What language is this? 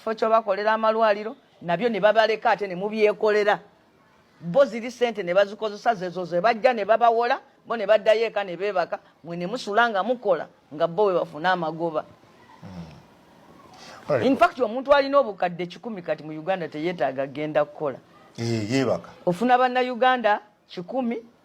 Ganda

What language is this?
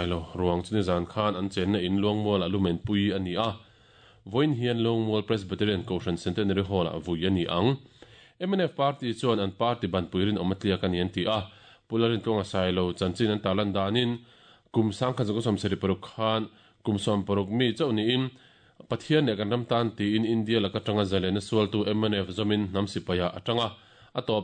Mizo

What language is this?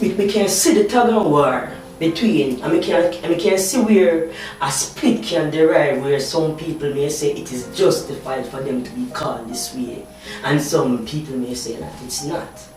Jamaican Creole English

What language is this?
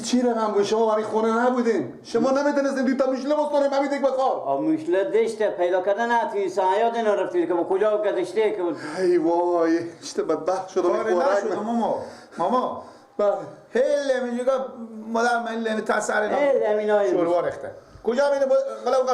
Persian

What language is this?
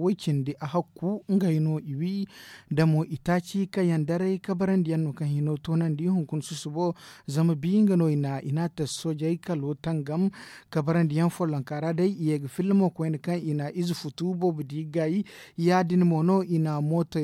Zarma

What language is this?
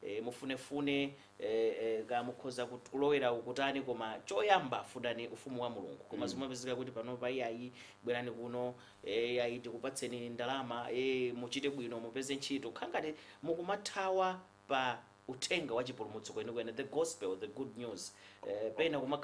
Nyanja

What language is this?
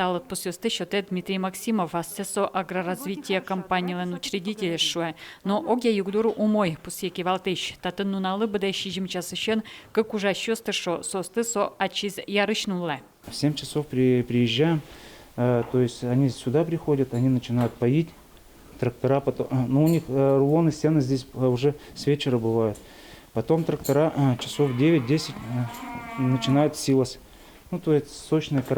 Udmurt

